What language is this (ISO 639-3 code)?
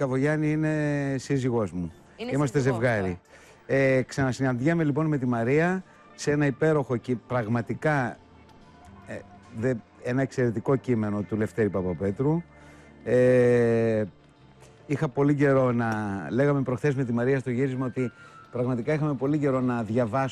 ell